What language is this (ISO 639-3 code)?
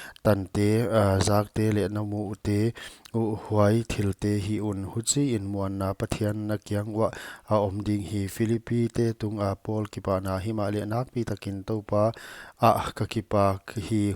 pck